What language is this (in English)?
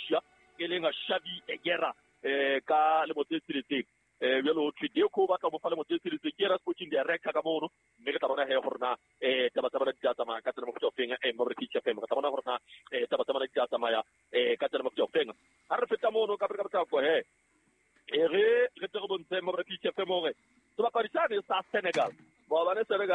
Southern Sotho